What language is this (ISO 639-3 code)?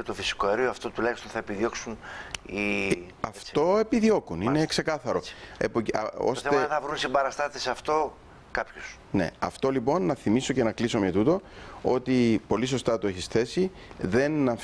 ell